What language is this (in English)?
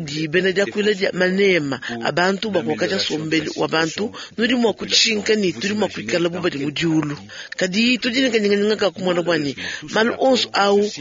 Luba-Lulua